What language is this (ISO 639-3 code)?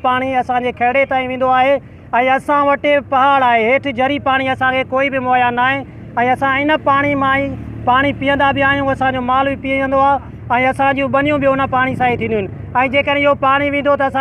snd